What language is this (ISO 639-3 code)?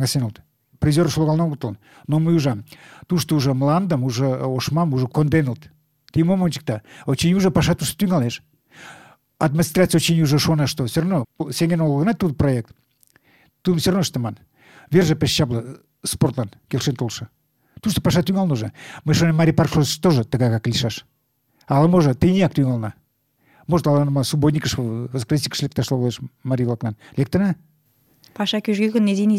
chm